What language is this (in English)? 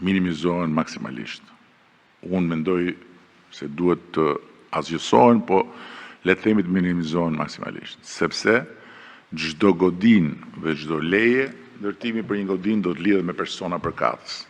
Albanian